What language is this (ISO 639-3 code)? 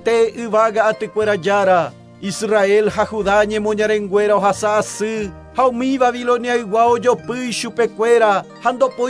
grn